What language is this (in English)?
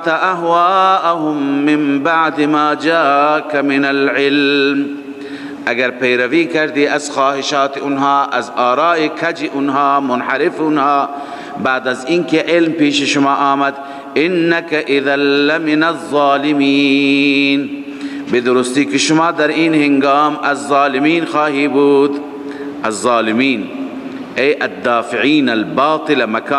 Persian